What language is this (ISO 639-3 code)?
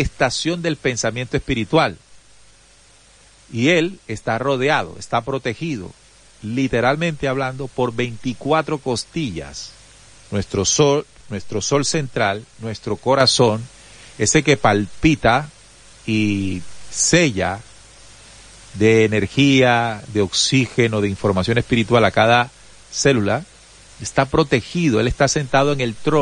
spa